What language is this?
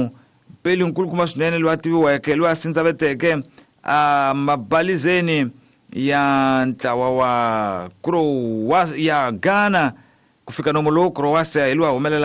Tsonga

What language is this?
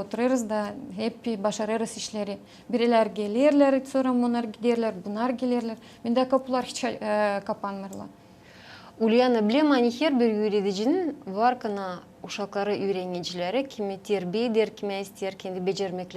Gagauz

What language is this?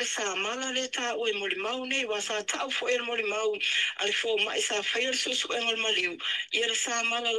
Samoan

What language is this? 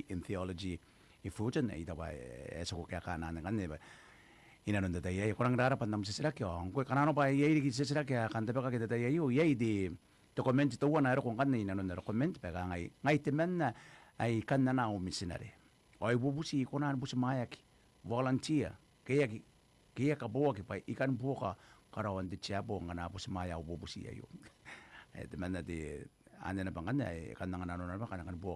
Gilbertese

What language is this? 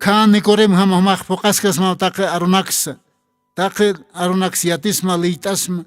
Aymara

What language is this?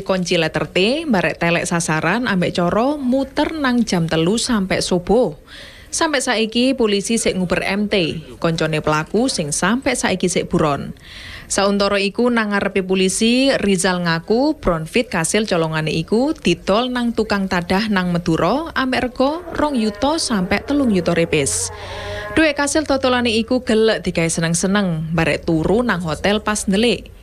Javanese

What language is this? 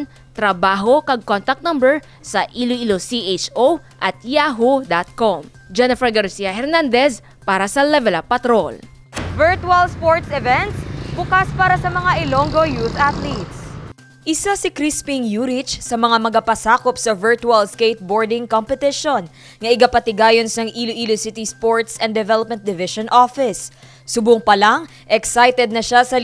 Hiligaynon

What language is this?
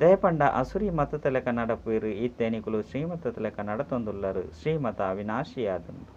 Tulu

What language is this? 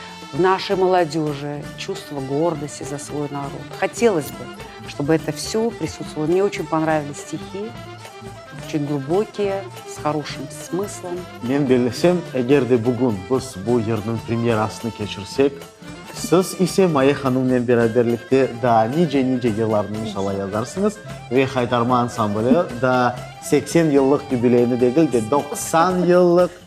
Crimean Tatar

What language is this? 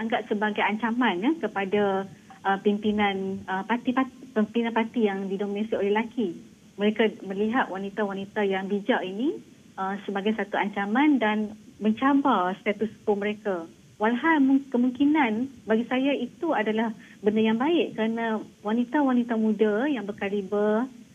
Malay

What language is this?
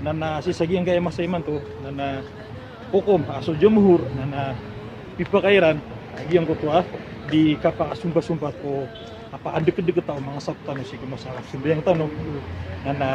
Maranao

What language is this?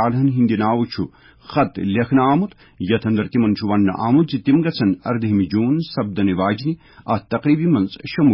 Kashmiri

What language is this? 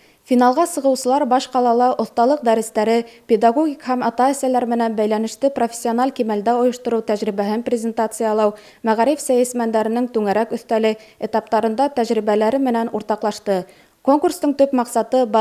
Bashkir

